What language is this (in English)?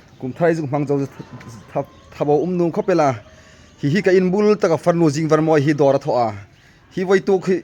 Hmar